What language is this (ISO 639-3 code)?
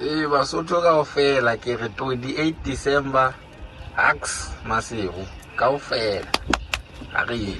sot